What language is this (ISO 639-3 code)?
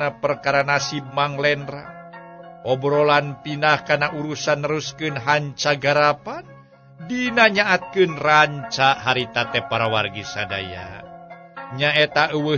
sun